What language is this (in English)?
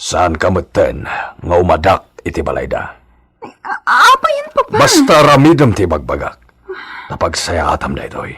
Iloko